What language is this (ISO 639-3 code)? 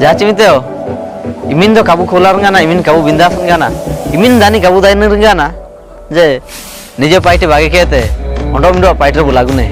hoc